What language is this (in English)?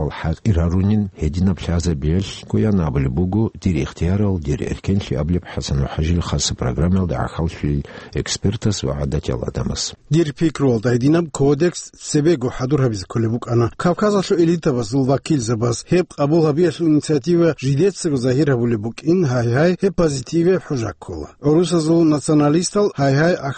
Avaric